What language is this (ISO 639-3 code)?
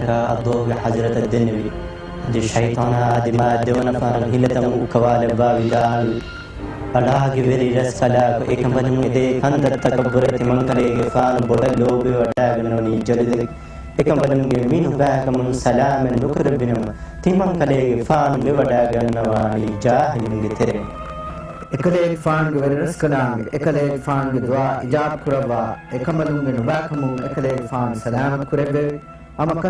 div